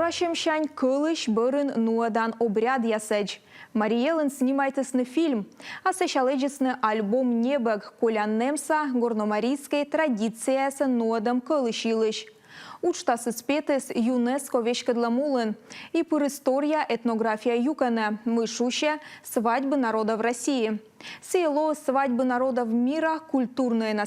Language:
Komi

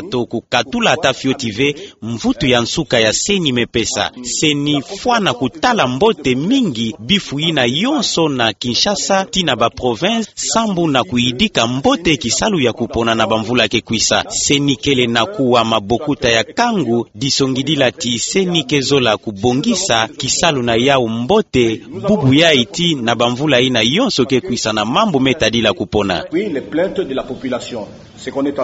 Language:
Kituba (Democratic Republic of Congo)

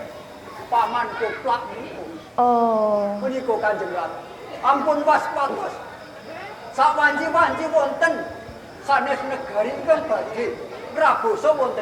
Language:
Javanese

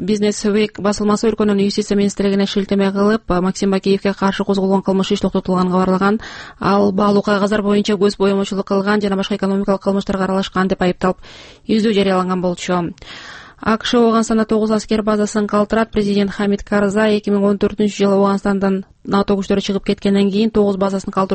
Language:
Kyrgyz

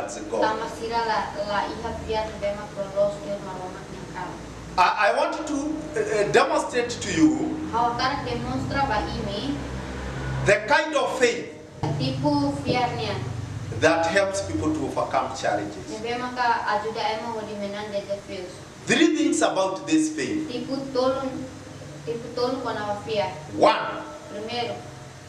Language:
Tetum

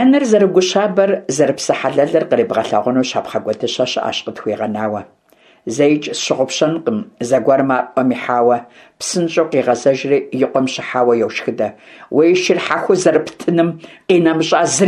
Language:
Kabardian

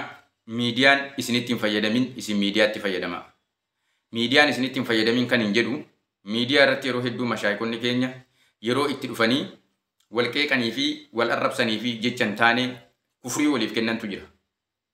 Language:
Oromo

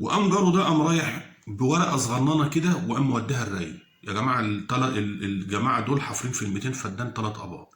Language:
Egyptian Arabic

